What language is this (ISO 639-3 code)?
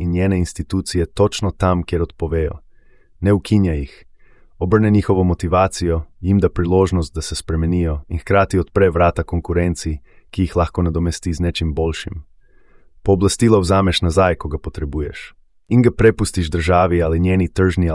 slv